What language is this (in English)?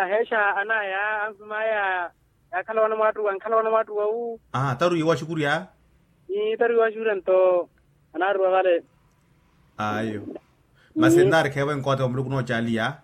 Makhuwa